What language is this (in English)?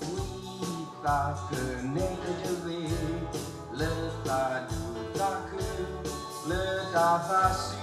S'gaw Karen